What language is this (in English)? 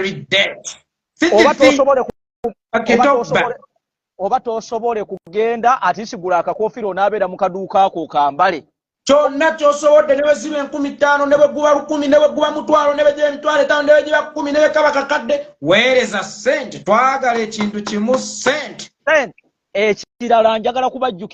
Ganda